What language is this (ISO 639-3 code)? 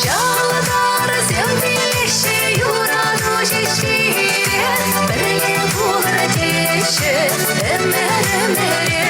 chv